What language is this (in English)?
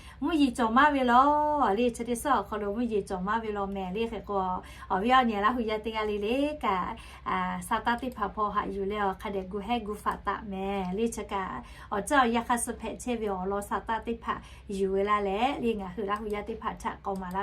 Lahu